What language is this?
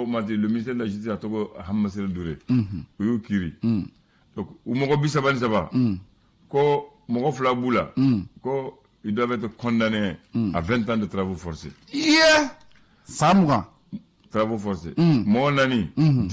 Bambara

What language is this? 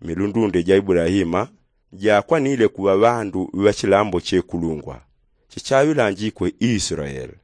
Yao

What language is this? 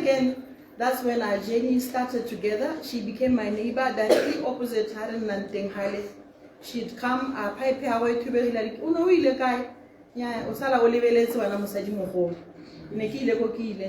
Tswana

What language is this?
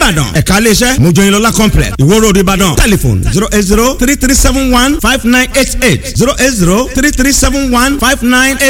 Yoruba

